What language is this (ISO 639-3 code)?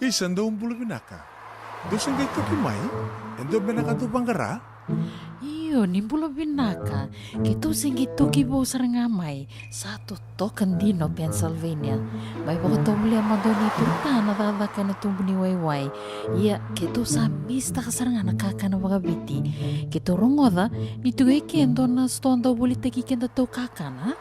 fij